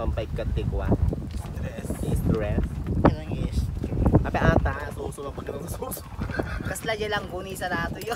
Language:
Iloko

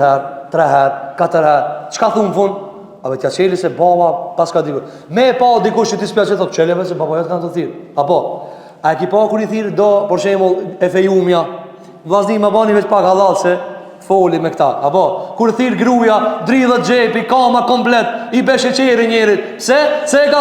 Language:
Albanian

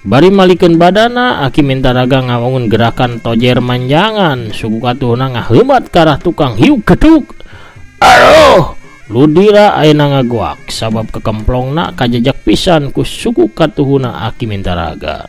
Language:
Sundanese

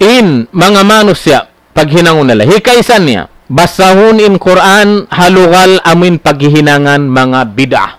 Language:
Tausug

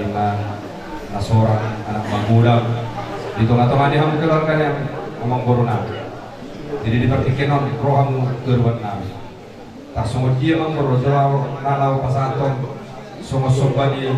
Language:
Batak Toba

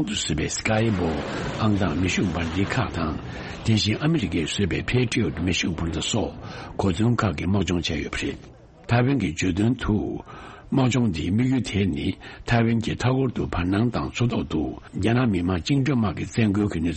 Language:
Tibetan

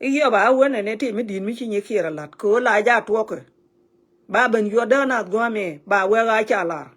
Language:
Nuer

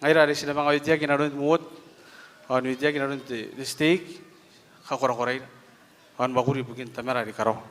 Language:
Gilbertese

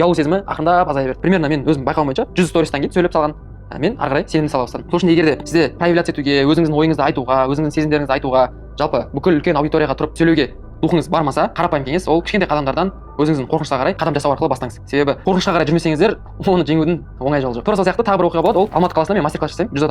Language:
Kazakh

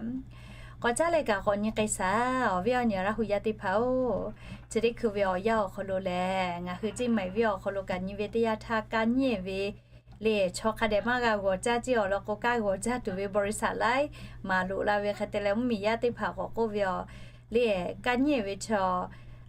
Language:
Lahu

